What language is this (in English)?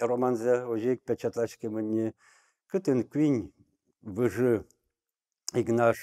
Udmurt